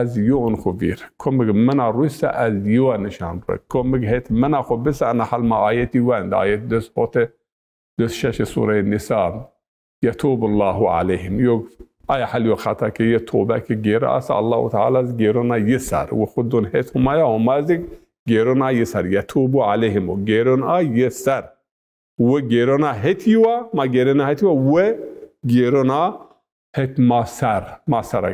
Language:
Zaza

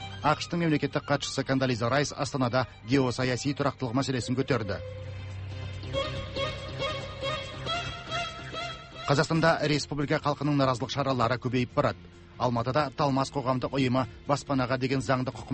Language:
Kazakh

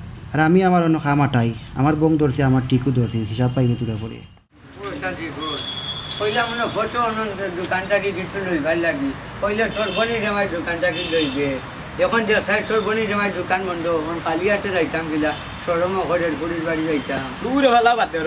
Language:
Sylheti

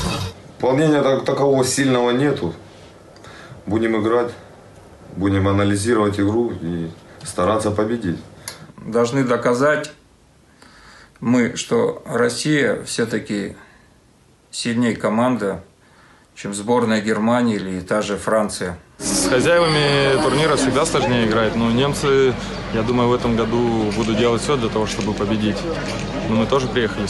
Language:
Russian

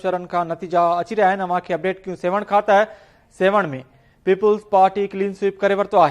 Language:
Sindhi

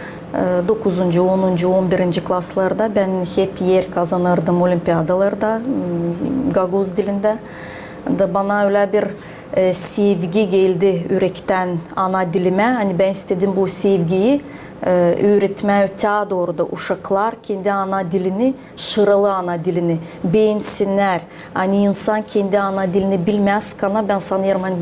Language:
Gagauz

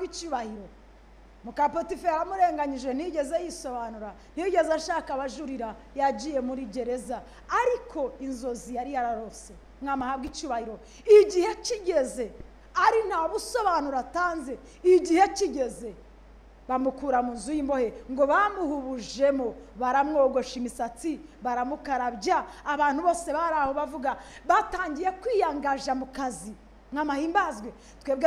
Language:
Kinyarwanda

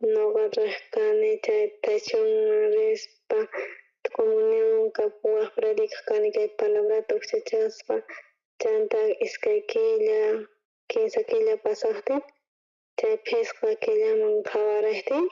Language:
South Bolivian Quechua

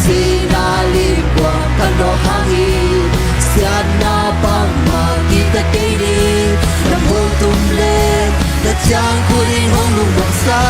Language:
Tedim Chin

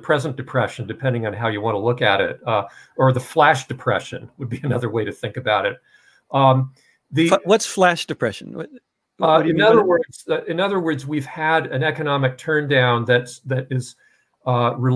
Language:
English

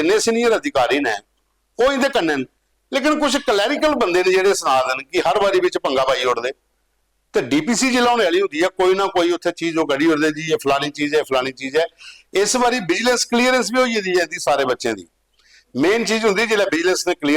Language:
Dogri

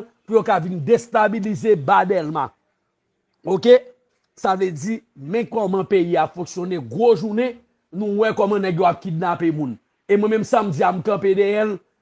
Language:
Haitian Creole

